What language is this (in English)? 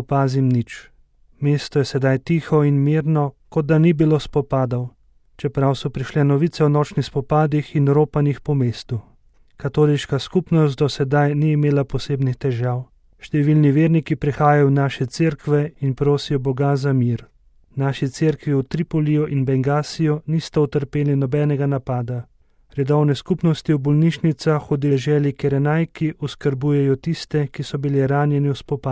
Slovenian